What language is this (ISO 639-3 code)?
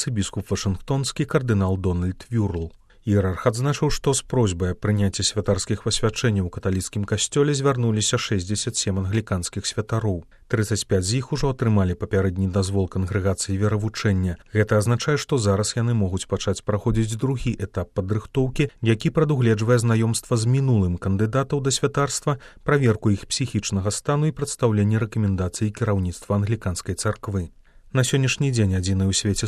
bel